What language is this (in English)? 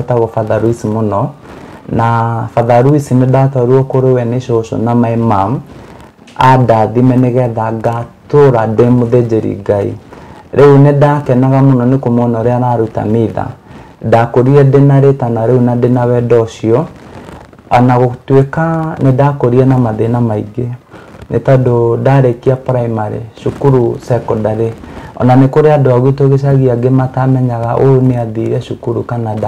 Kikuyu